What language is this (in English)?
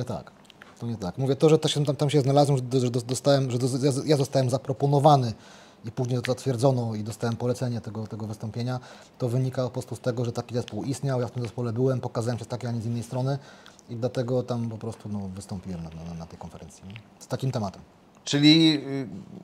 Polish